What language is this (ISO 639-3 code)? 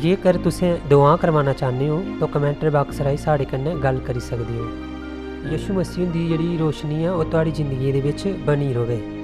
doi